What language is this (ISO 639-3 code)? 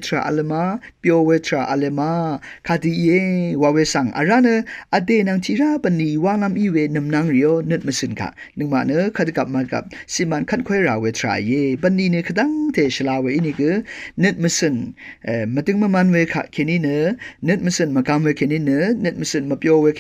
raw